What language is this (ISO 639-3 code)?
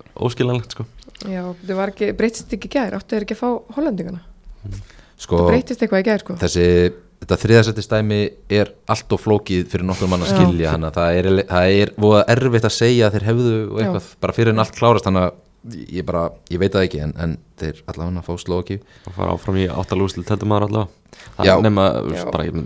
isl